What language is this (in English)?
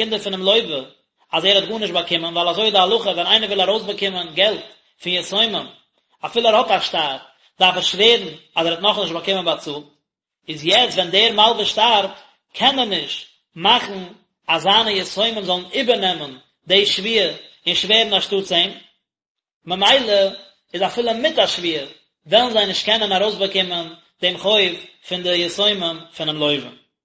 Yiddish